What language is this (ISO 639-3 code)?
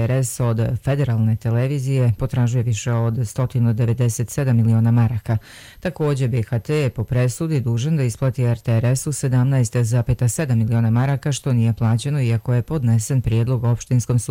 bos